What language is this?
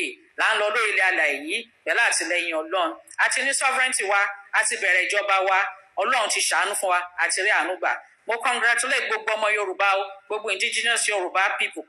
Yoruba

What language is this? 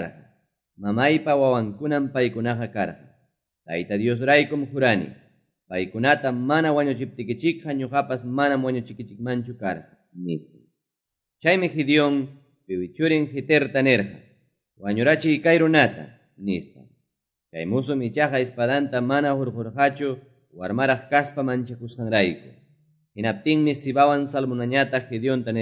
Quechua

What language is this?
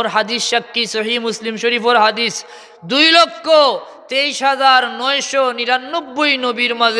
Sylheti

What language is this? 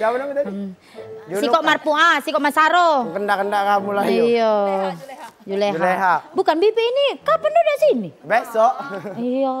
Musi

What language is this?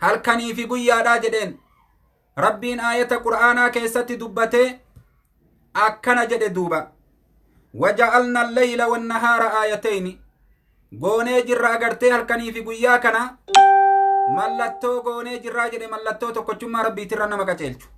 Oromo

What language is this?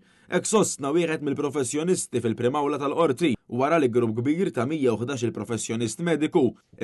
Maltese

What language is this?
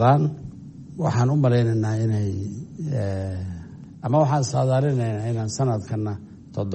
Somali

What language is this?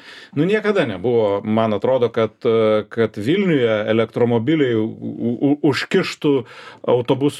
Lithuanian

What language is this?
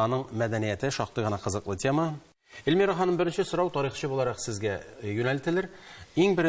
Tatar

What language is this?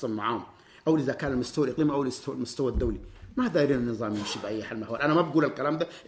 Sudanese Arabic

